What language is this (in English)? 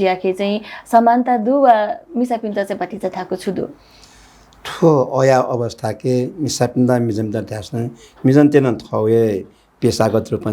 Newari